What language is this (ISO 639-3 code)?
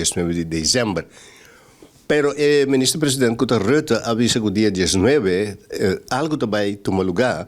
pap